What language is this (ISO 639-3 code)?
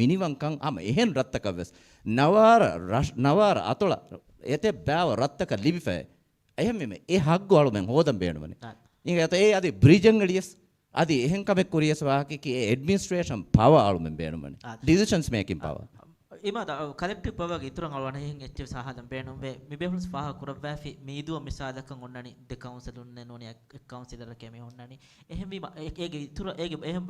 div